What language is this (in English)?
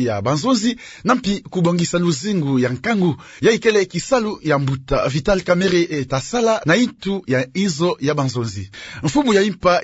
Kituba (Democratic Republic of Congo)